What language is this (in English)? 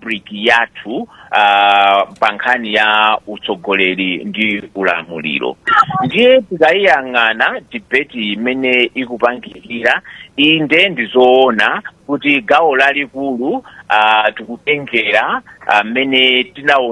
Nyanja